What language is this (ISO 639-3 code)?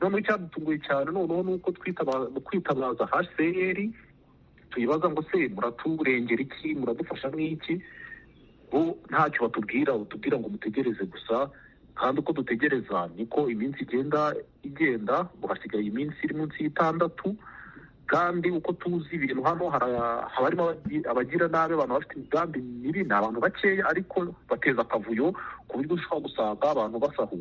kin